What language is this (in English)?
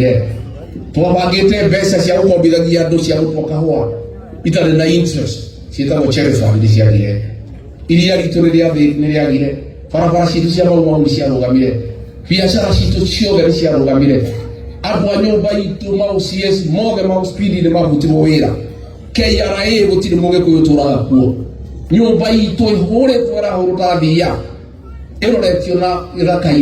Kikuyu